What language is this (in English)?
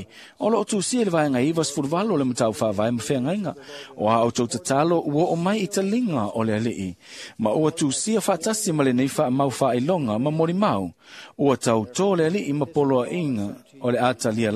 Samoan